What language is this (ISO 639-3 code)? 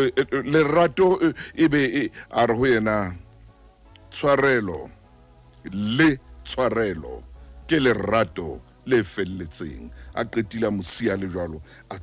sot